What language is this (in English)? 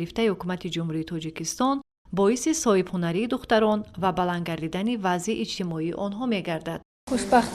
Tajik